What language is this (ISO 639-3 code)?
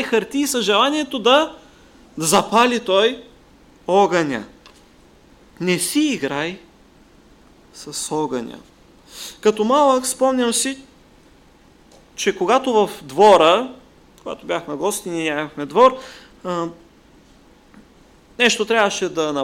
bul